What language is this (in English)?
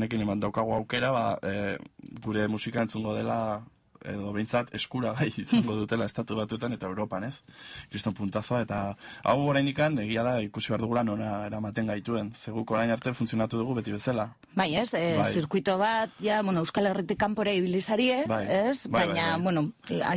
Basque